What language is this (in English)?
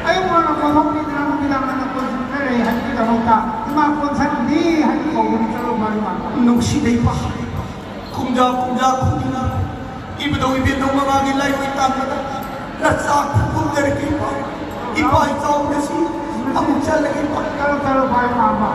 Manipuri